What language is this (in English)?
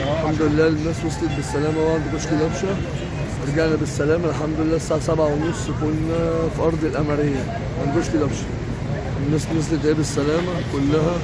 Egyptian Arabic